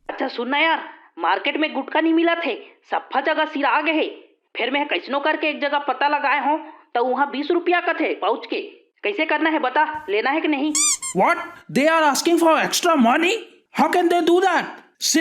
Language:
Chhattisgarhi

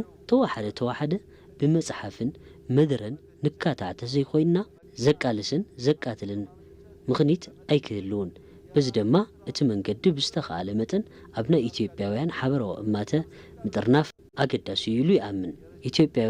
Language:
Tigrinya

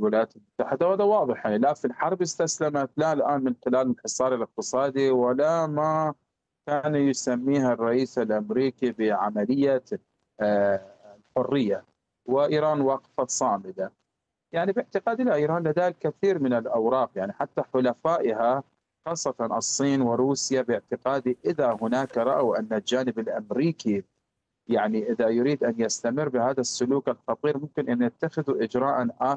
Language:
Arabic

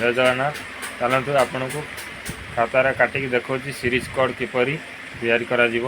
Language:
Odia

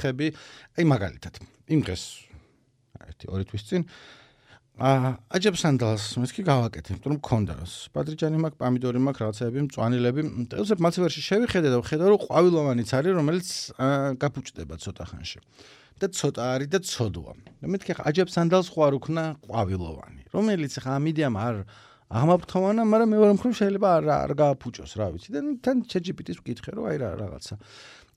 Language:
Georgian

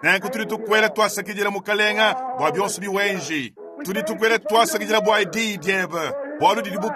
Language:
Luba-Lulua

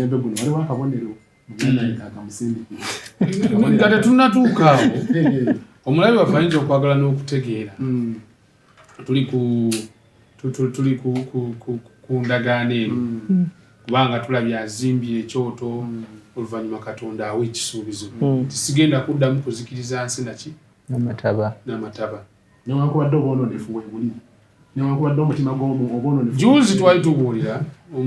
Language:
Ganda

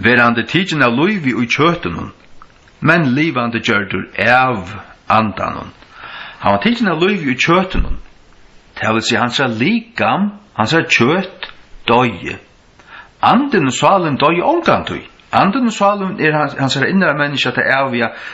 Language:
Faroese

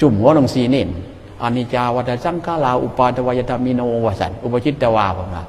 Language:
Northeastern Thai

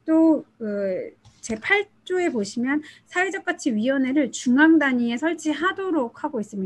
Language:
Korean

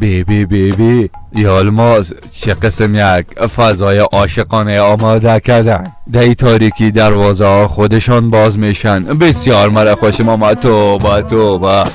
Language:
Persian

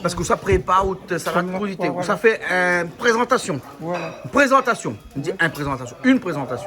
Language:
Réunion Creole French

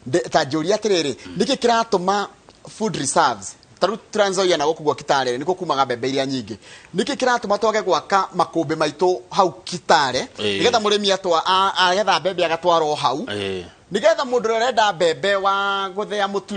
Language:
Kikuyu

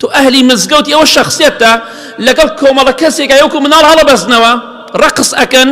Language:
Central Kurdish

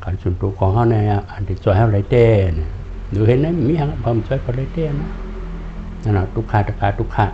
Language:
Shan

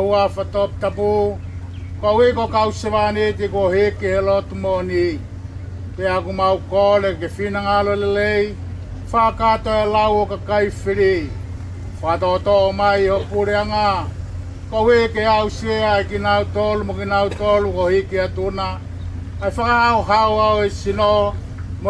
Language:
Tongan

